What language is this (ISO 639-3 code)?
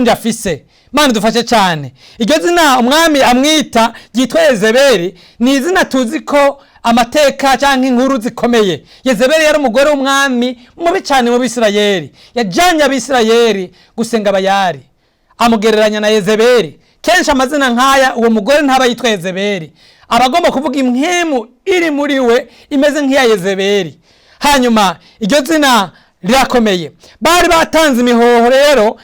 run